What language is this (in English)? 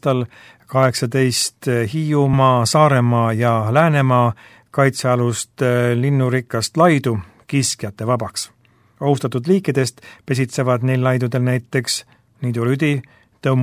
Estonian